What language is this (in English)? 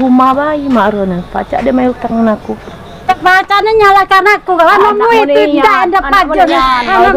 Musi